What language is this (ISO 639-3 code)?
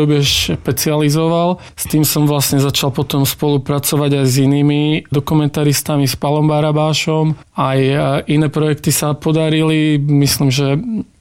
slk